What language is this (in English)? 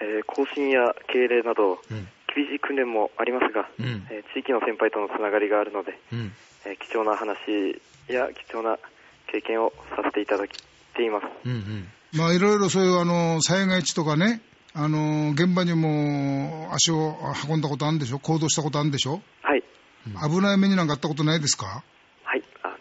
Japanese